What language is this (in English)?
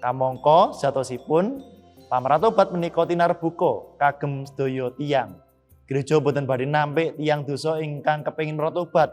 Javanese